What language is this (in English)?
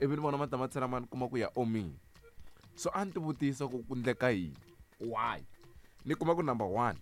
Tsonga